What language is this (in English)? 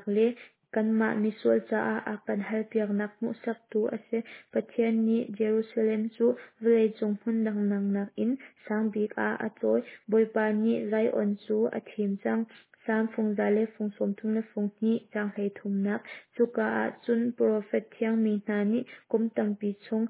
Hakha Chin